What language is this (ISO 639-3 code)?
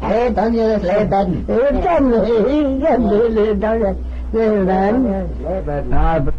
glv